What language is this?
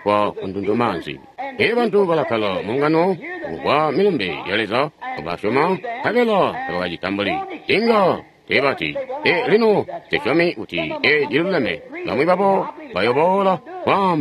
Tonga (Zambia)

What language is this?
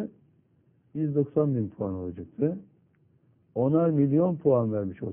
Turkish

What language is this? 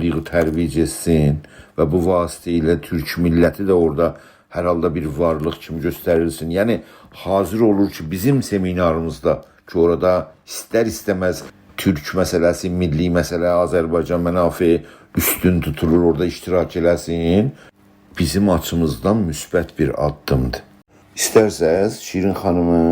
South Azerbaijani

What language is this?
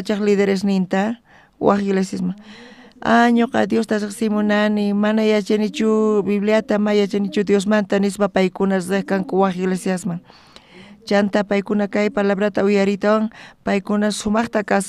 South Bolivian Quechua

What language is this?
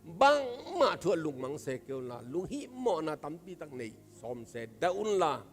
Tedim Chin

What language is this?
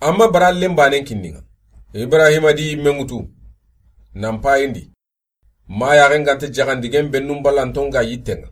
Soninke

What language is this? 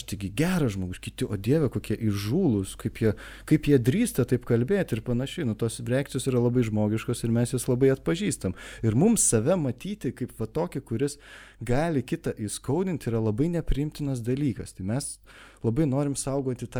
Lithuanian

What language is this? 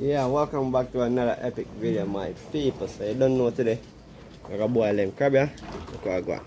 Jamaican Creole English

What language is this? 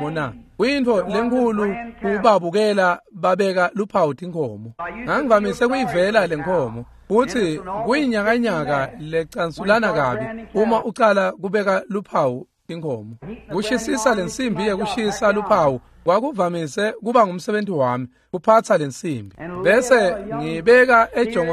Swati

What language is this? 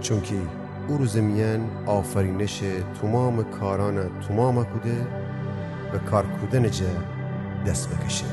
Gilaki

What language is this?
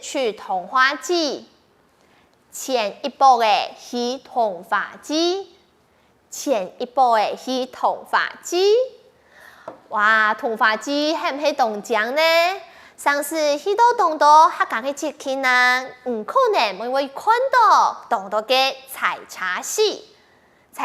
Hakka Chinese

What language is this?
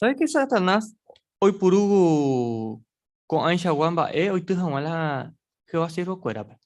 Guarani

